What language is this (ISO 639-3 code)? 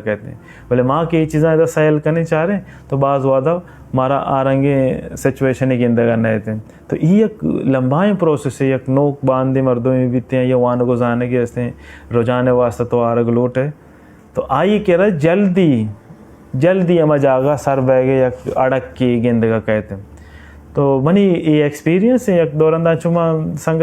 bal